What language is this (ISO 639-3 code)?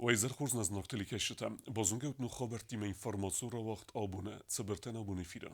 oss